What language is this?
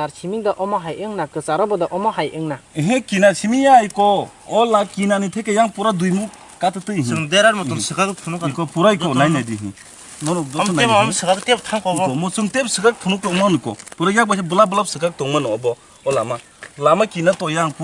Kok Borok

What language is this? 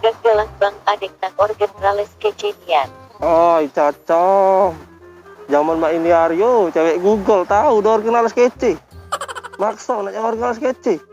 Musi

